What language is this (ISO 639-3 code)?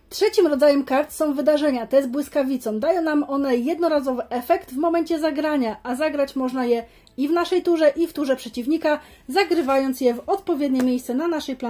pol